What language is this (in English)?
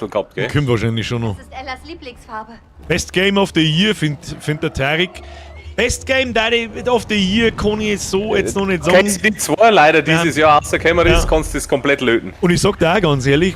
Bavarian